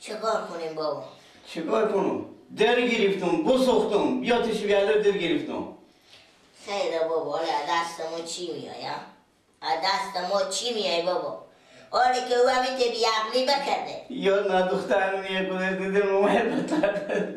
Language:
Persian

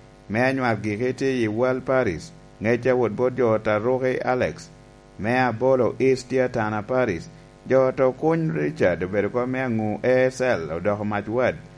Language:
Lango (Uganda)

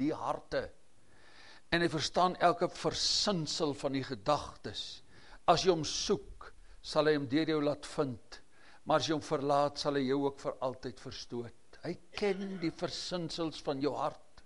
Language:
Afrikaans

